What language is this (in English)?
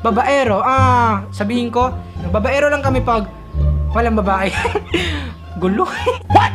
Bikol